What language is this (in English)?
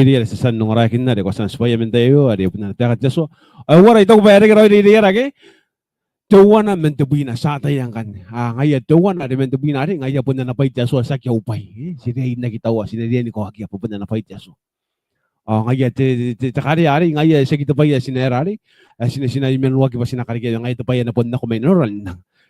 Gilbertese